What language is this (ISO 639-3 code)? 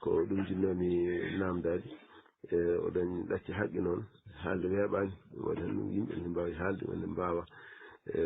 ful